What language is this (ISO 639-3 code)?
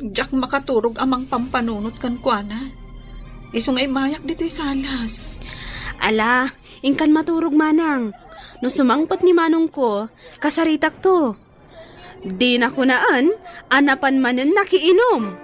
ilo